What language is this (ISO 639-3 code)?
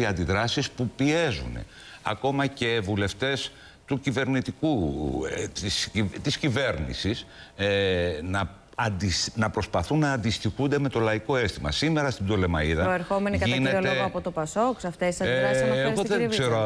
ell